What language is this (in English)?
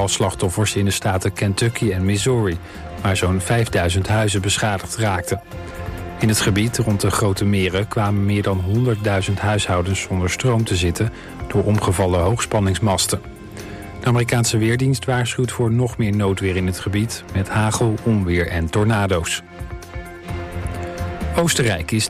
Dutch